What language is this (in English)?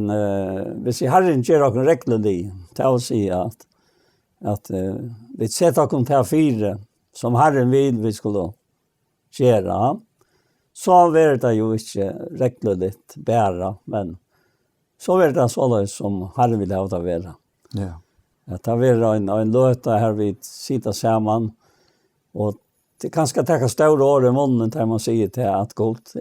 Faroese